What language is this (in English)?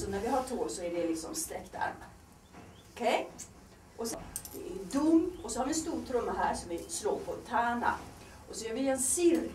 Swedish